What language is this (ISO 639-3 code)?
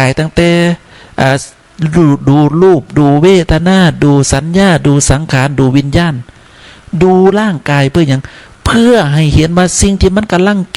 tts